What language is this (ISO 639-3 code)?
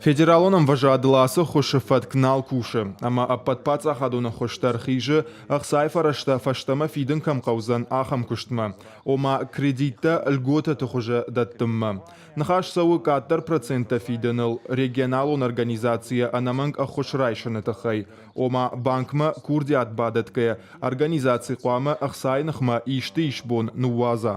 oss